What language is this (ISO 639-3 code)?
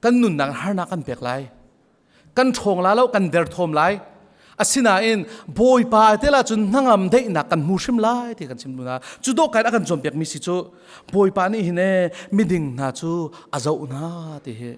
cnh